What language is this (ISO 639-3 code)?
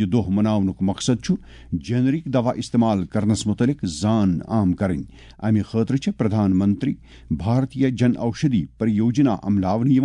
kas